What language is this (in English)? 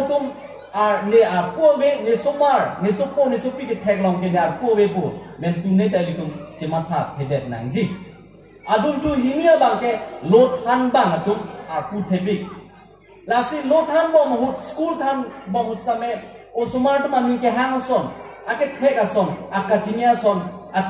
Karbi